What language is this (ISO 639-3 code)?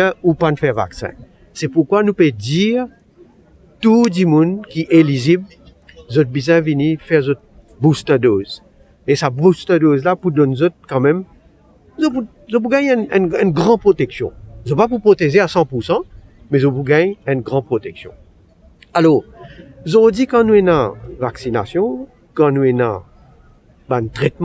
mfe